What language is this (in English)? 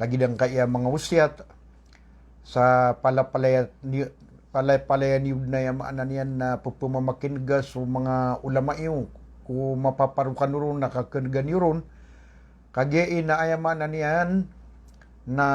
Maranao